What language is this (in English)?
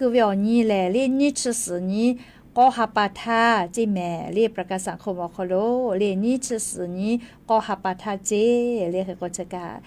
Lahu